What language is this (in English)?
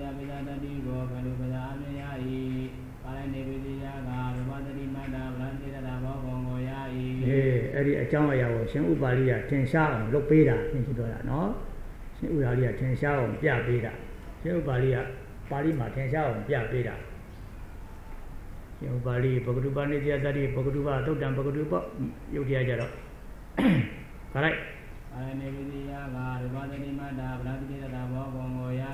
Burmese